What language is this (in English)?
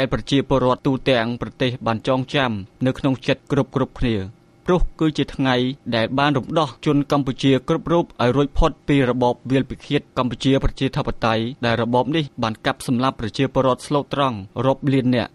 Khmer